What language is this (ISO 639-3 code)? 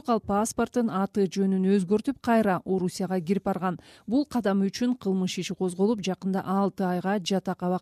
kir